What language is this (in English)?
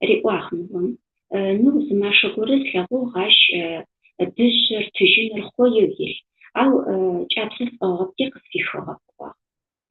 Adyghe